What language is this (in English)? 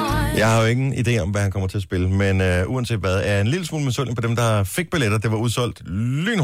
Danish